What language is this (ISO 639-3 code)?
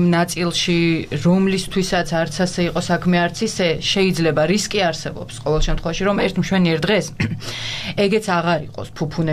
kat